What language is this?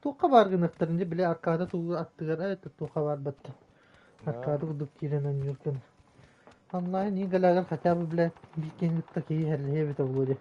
Yakut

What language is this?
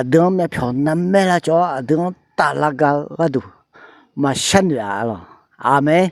Akha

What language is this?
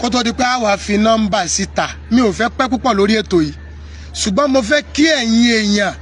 Yoruba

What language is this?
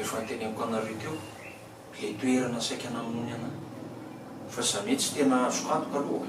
Malagasy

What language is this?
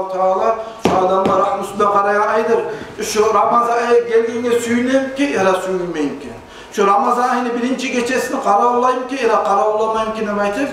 Kumyk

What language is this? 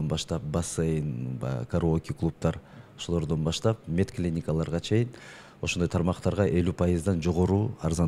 Kyrgyz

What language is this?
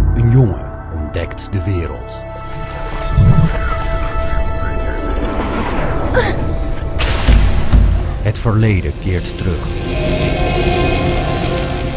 Dutch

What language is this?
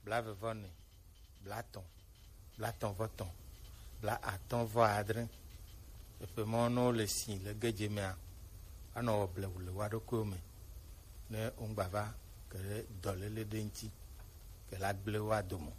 Gen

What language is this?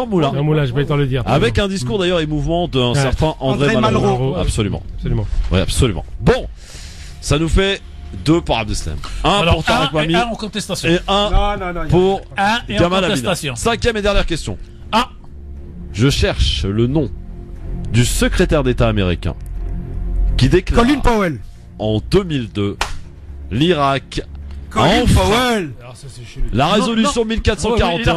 French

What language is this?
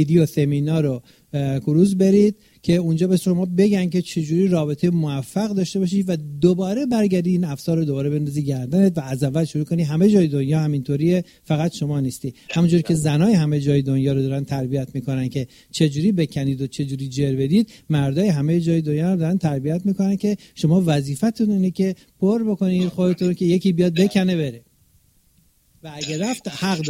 Persian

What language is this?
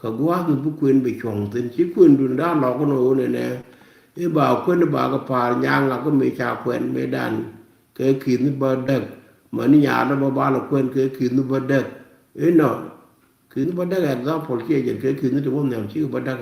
Nuer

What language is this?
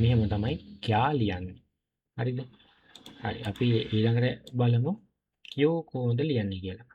Sinhala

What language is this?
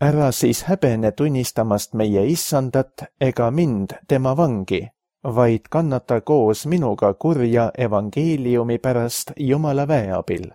Estonian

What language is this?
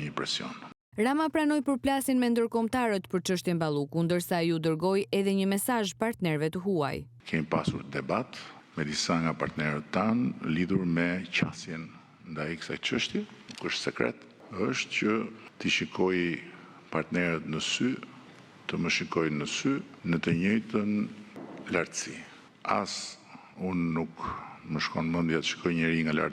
Albanian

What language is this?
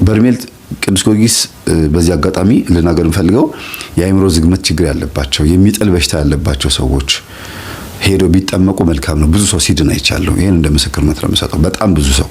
Amharic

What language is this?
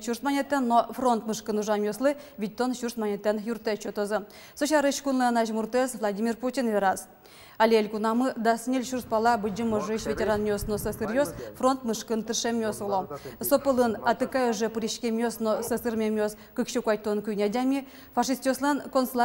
Udmurt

